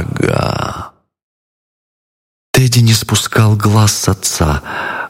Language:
Russian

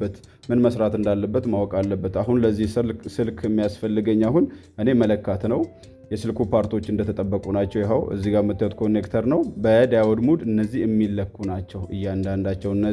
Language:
Amharic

